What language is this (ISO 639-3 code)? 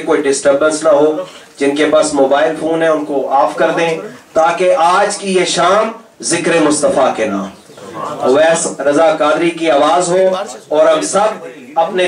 urd